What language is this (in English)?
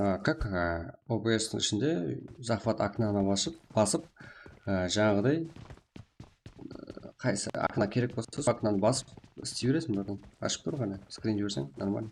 Kara-Kalpak